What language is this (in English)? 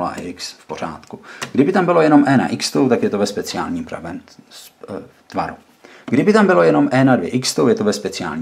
Czech